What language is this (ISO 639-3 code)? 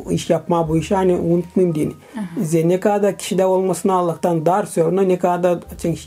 gag